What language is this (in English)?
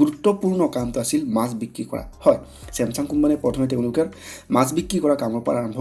Assamese